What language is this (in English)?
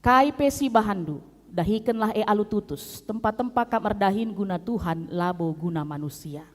Batak Karo